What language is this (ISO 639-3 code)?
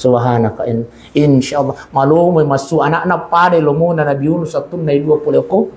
bug